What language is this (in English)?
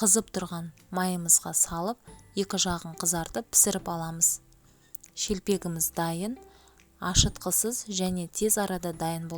Kazakh